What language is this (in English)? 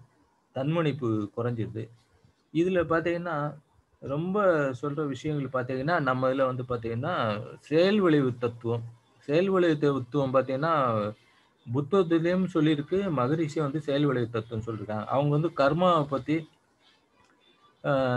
Tamil